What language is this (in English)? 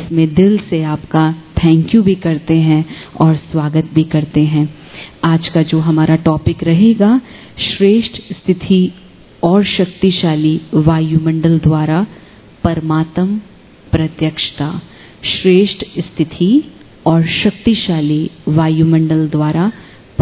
Hindi